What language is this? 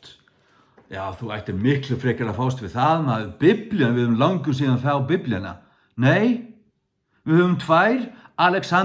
Faroese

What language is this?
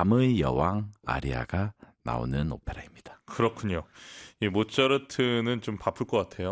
Korean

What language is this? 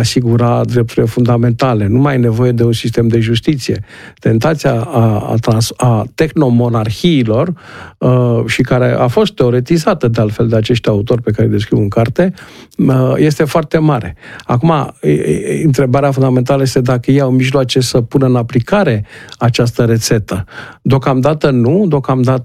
Romanian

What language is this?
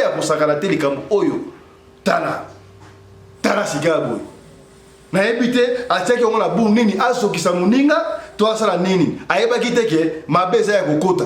Lingala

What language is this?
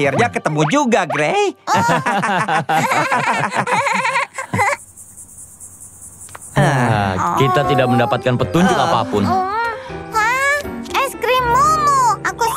Indonesian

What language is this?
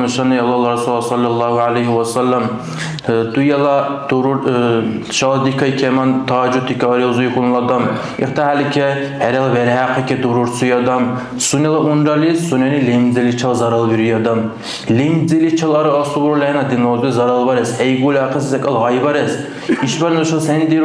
Dargwa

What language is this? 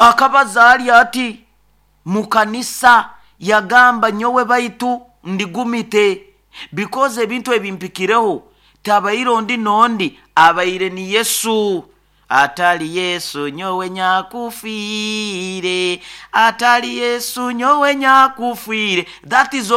Nyoro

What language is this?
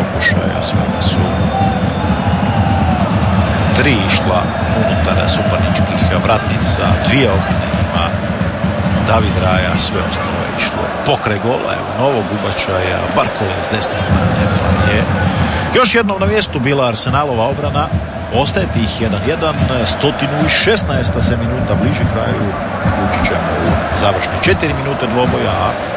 Croatian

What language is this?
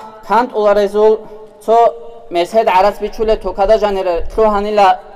Avaric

